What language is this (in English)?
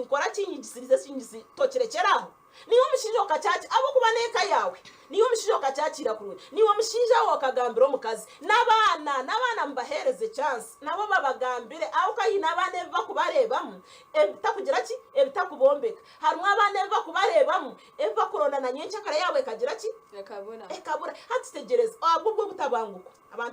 Nyankole